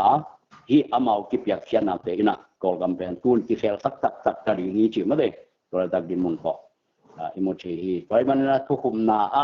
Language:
Tedim Chin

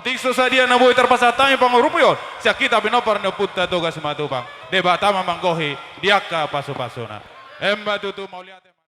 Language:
Batak Toba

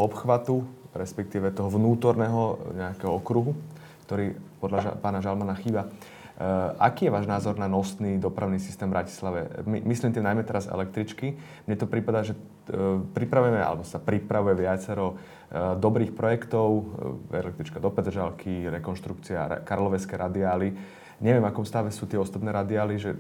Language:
Slovak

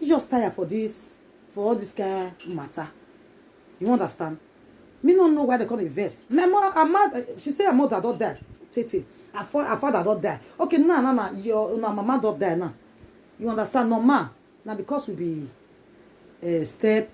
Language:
Nigerian Pidgin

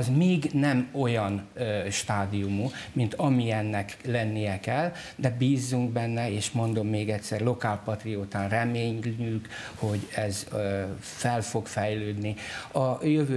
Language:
Hungarian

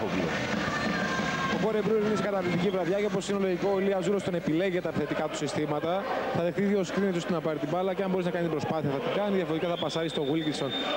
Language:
Greek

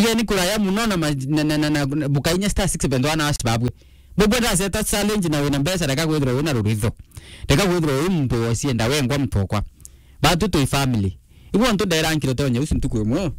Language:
Meru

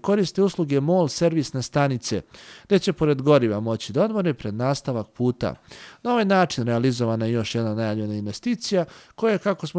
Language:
Serbian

